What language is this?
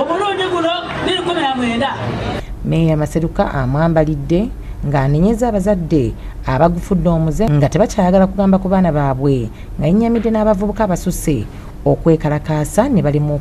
Ganda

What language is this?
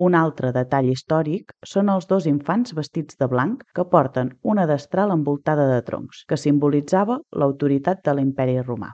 Catalan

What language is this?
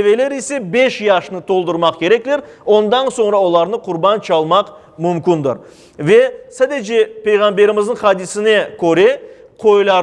Crimean Tatar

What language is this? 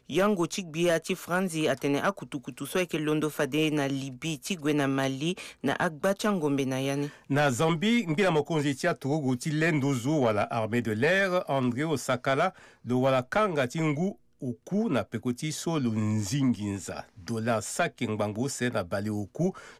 Sango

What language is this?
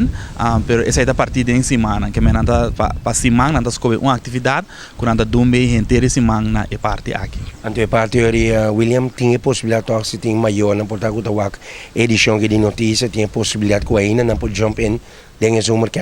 Papiamento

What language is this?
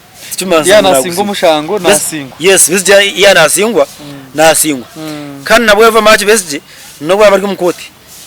Nyankole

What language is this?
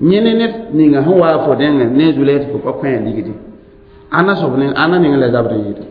Mossi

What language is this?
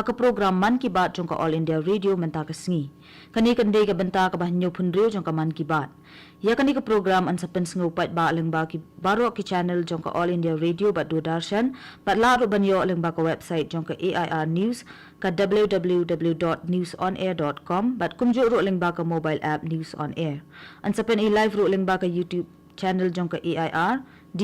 Khasi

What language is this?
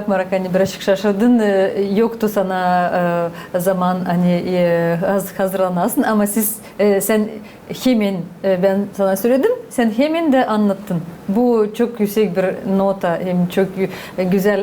Gagauz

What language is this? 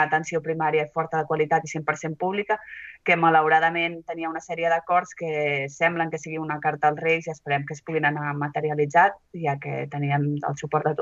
Catalan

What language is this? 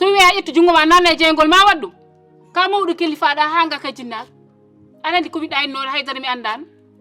Fula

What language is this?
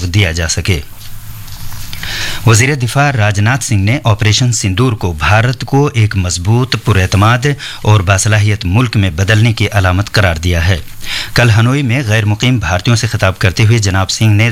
Urdu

